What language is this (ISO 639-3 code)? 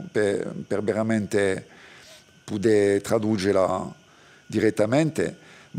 cos